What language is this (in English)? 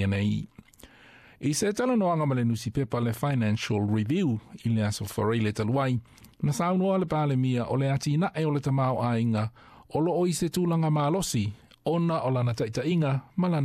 Samoan